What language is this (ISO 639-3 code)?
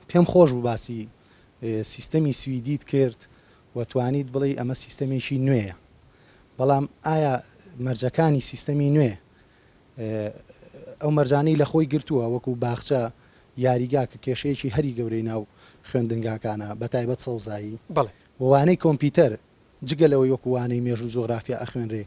ckb